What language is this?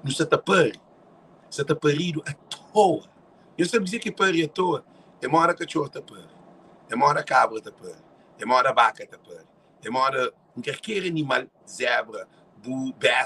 Kabuverdianu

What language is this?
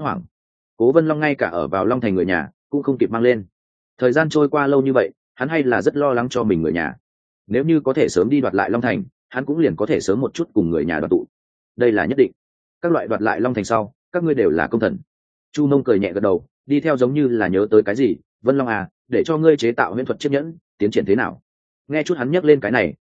Vietnamese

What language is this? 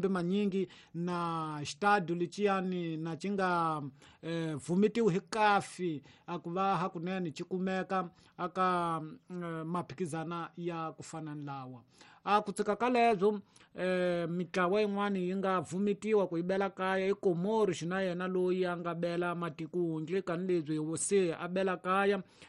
Tsonga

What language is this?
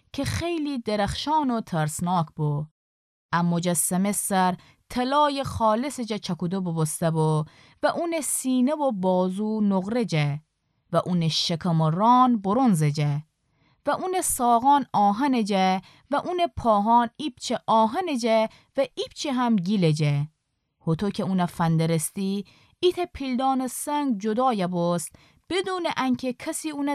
Gilaki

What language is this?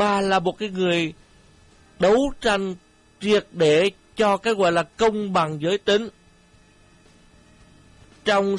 Vietnamese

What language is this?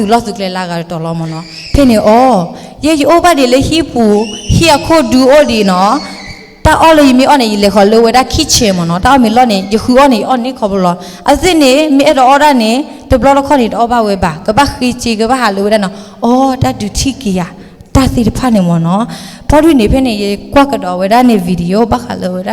S'gaw Karen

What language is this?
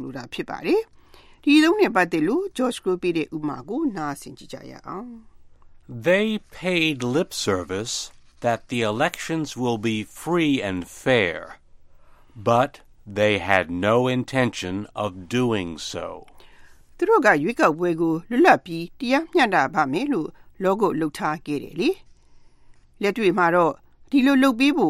Burmese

